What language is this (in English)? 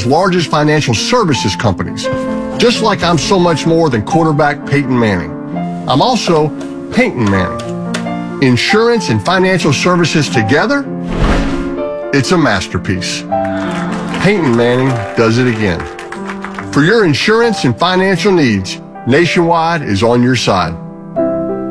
English